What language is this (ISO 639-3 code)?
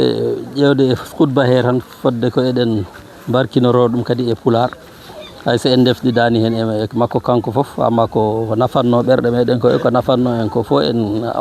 ful